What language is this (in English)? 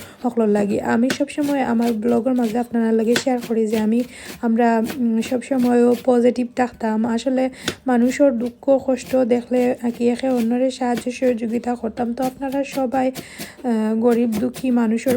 Sylheti